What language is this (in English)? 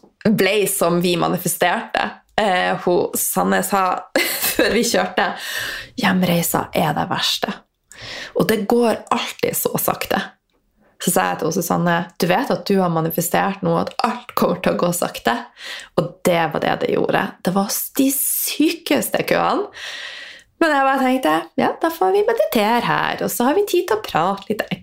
Norwegian